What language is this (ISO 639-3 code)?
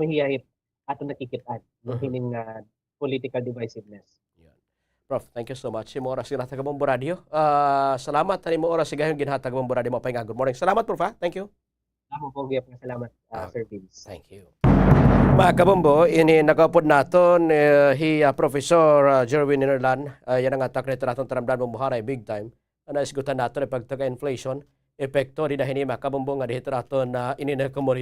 war